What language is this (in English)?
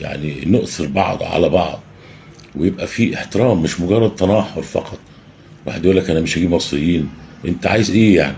Egyptian Arabic